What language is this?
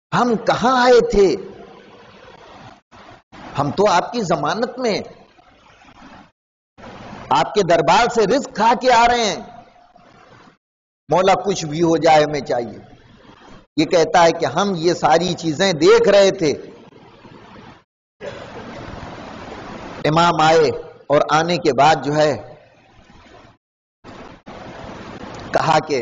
Urdu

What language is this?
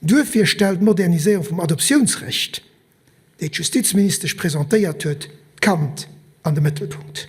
Luxembourgish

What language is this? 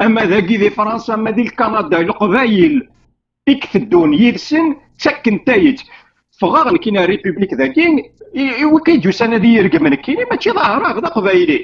Kabyle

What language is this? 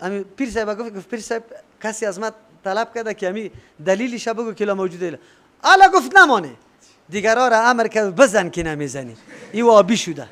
Persian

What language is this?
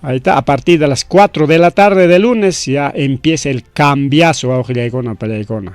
Ayacucho Quechua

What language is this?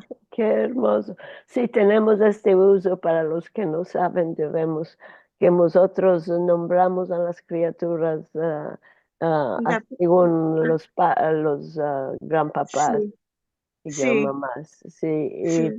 Ladino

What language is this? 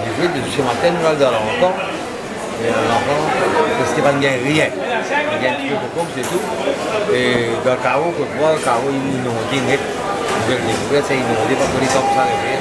Morisyen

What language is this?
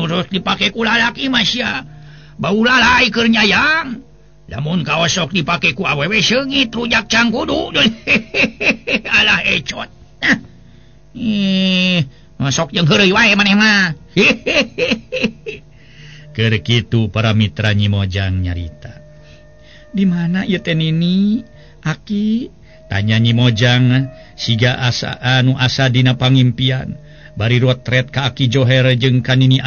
Sundanese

